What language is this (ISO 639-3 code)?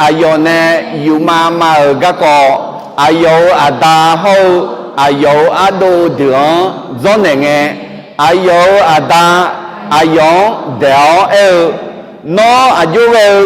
ahk